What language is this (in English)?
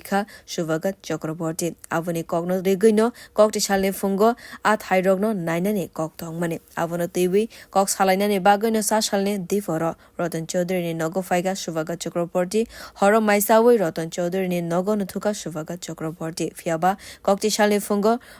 Kok Borok